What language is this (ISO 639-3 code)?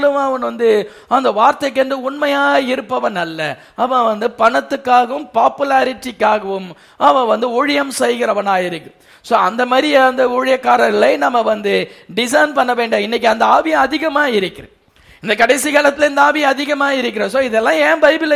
tam